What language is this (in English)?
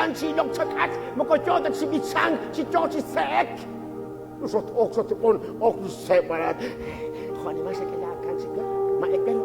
Kekchí